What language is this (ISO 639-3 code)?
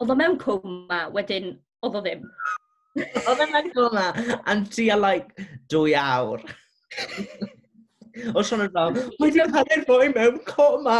cym